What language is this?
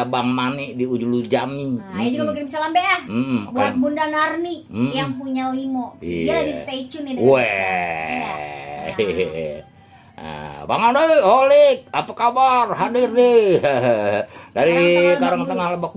Betawi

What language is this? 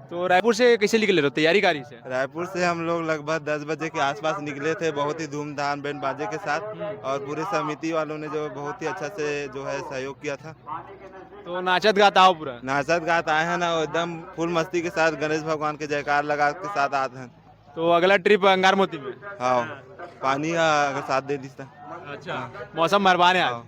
Chhattisgarhi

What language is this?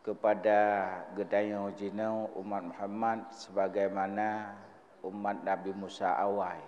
Achinese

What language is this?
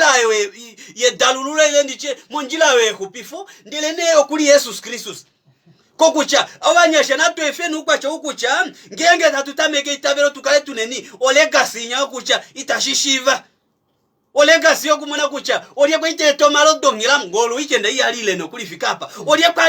Kuanyama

